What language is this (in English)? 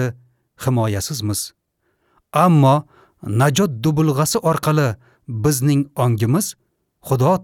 Uzbek